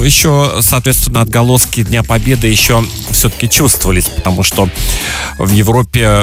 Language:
Russian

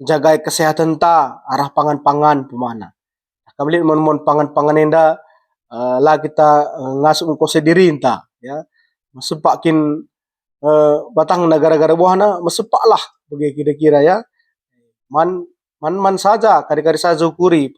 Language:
Batak Karo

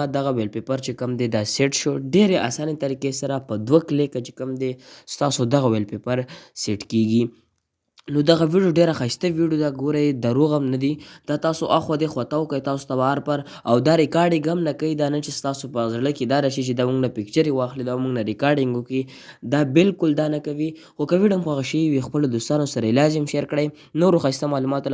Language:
Pashto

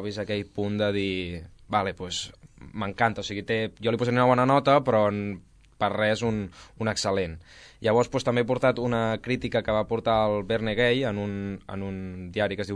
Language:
Catalan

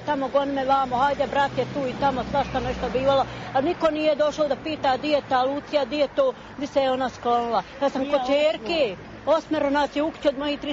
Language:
Croatian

